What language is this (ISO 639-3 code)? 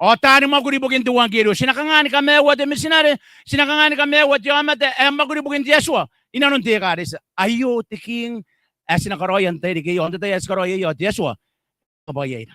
gil